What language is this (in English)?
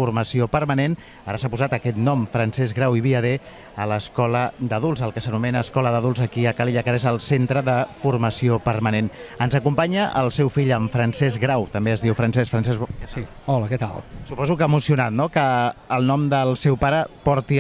Catalan